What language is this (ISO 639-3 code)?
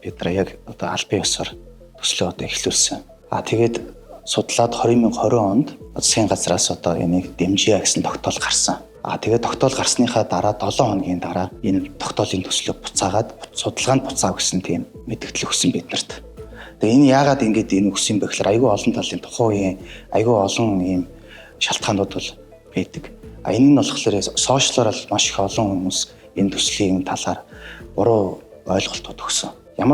mon